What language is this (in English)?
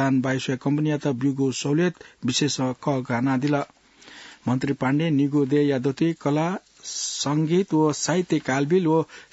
Newari